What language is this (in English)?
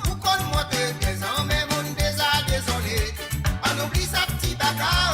Morisyen